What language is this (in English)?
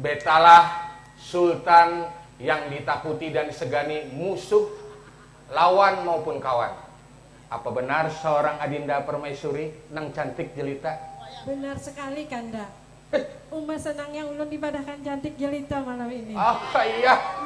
Banjar